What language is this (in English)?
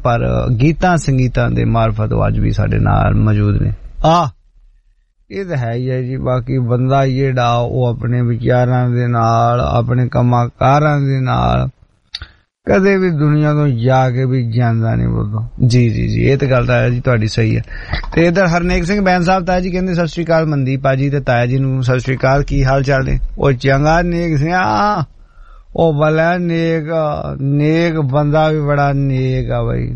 Punjabi